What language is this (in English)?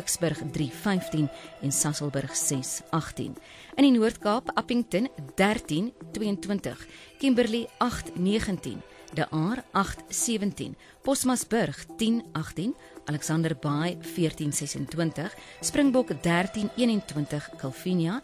Afrikaans